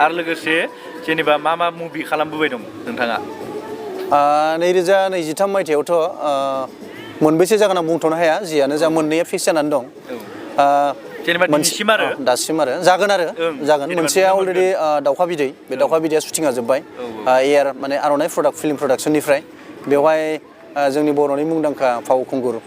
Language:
Bodo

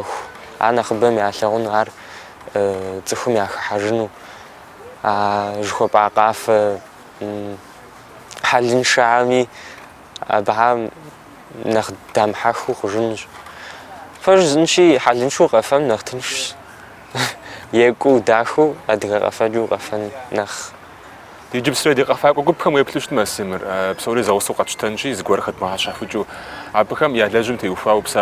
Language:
Kabardian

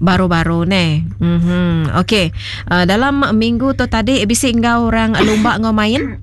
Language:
Iban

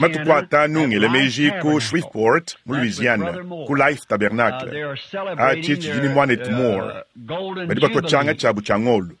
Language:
Luba-Lulua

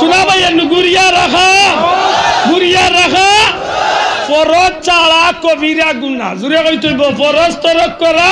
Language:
Sylheti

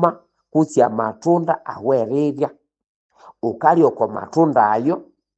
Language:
Nande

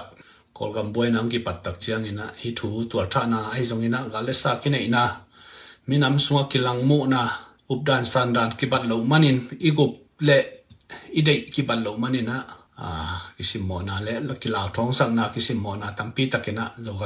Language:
Tedim Chin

